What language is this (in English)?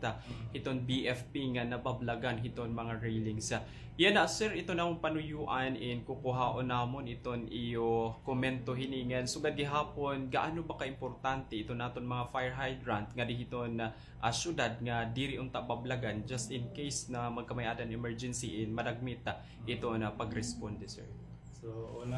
Waray